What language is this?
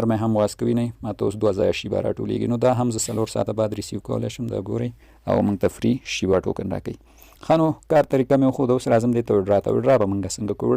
Pashto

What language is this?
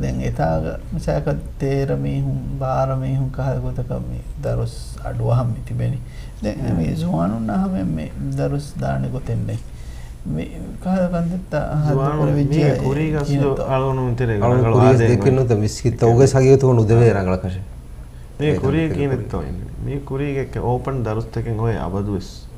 Divehi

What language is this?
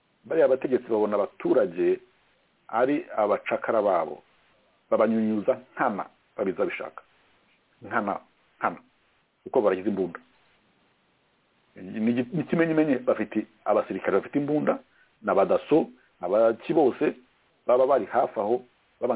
Kinyarwanda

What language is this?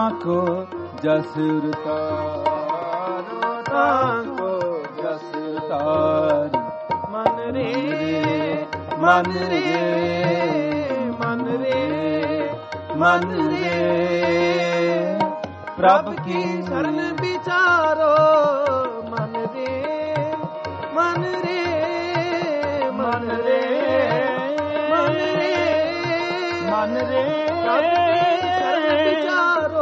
Punjabi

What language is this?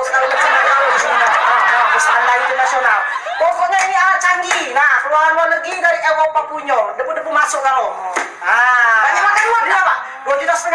Musi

